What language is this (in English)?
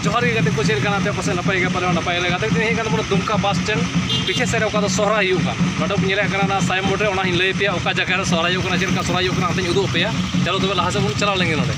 Santali